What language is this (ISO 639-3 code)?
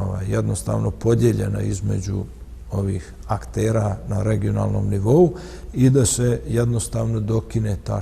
bos